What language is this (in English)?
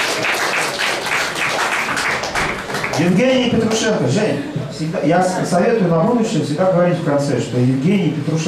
Russian